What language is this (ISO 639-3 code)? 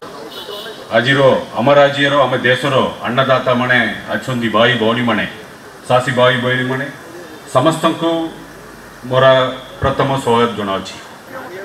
ori